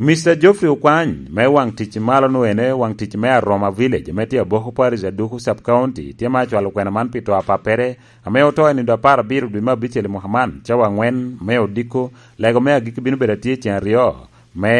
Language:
Lango (Uganda)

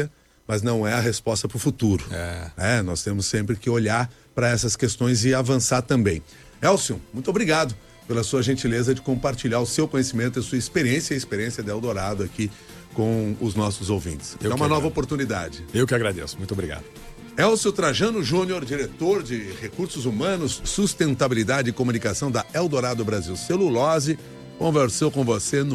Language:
Portuguese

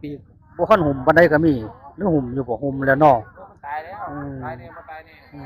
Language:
Northeastern Thai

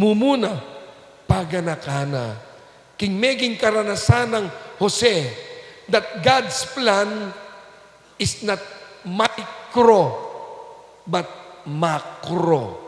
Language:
Pampanga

